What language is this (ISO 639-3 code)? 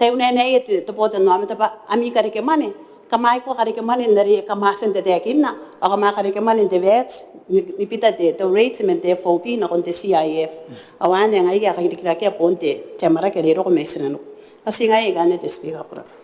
gil